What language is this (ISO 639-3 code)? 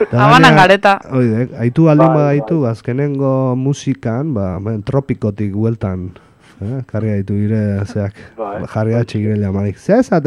eus